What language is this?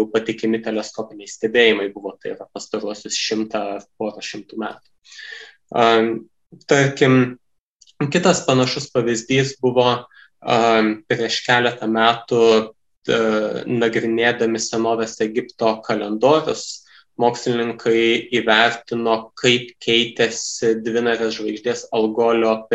Lithuanian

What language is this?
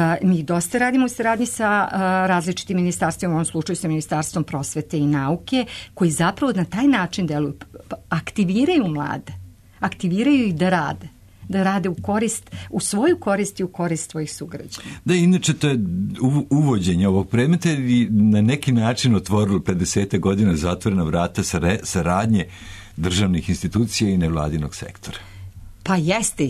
Serbian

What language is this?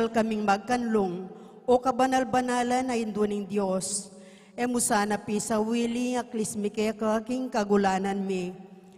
Pampanga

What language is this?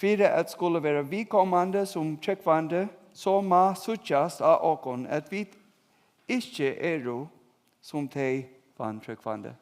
Faroese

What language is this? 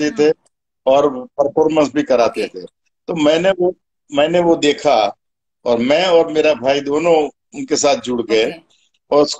Hindi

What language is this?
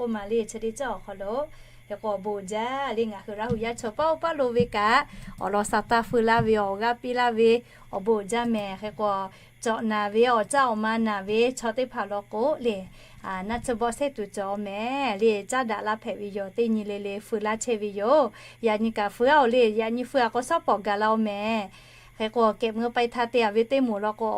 Lahu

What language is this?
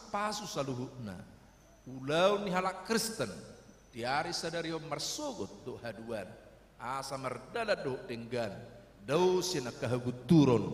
Batak Toba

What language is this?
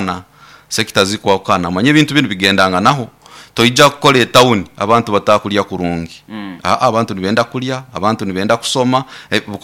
Nyoro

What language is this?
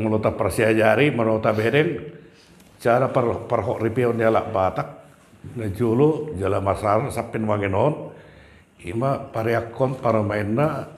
Batak Toba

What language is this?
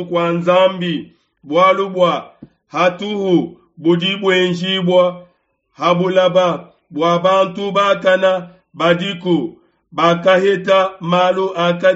Luba-Lulua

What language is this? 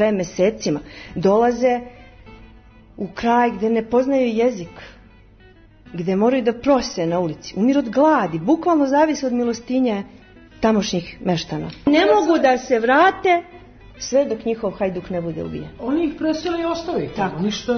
Serbian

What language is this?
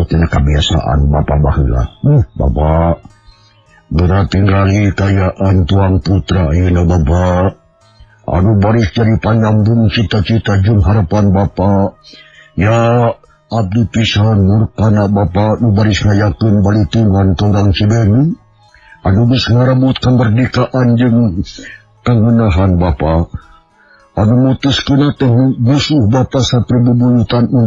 Sundanese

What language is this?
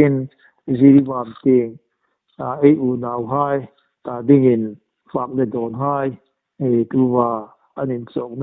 Hmar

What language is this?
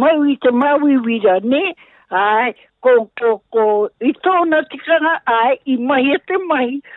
Māori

